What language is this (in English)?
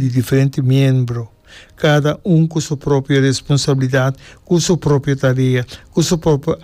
Papiamento